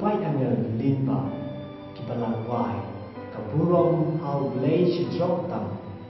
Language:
Khasi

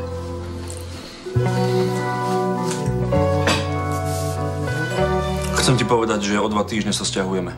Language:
Slovak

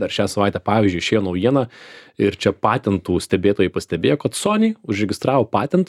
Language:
Lithuanian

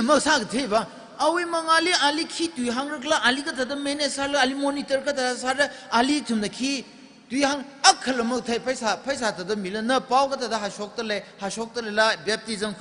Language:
Tangkhul Naga (India)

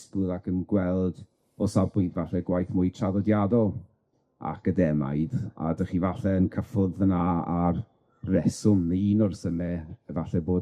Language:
Welsh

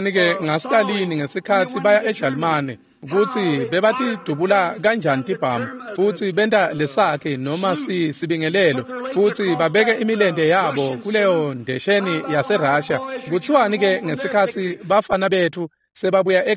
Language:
Swati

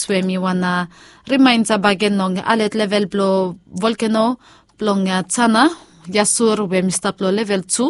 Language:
Bislama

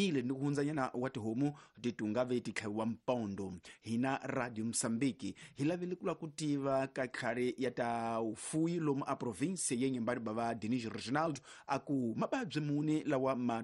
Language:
Tsonga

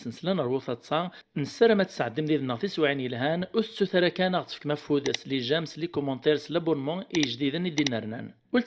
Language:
Kabyle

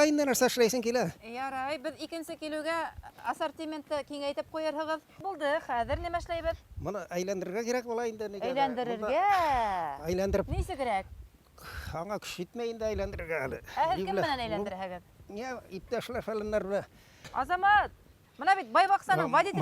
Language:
Bashkir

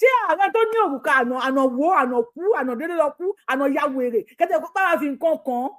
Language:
Yoruba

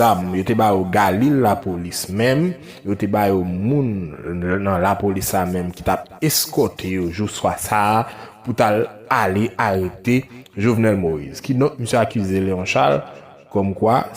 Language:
Haitian Creole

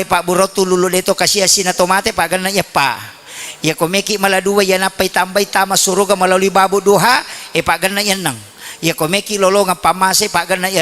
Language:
Buginese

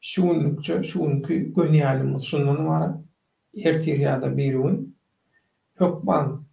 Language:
Turkmen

